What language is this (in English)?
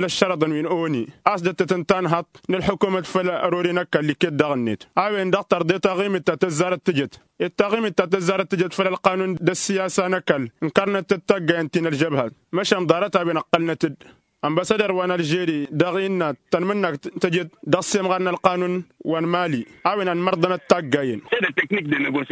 Tamasheq